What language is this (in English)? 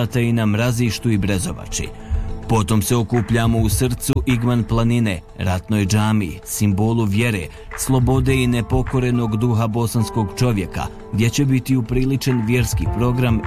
Bosnian